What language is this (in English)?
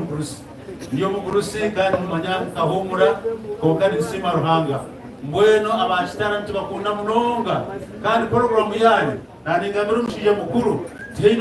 Nyankole